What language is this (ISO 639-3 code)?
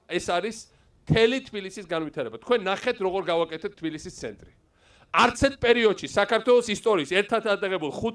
kat